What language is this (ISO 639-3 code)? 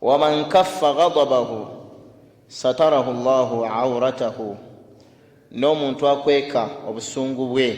lug